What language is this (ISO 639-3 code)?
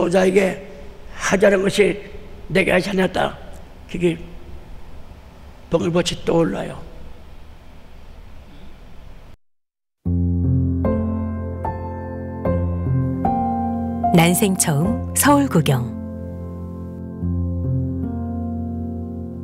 kor